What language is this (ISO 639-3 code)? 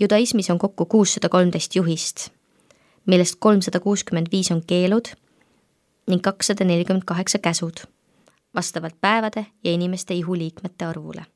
est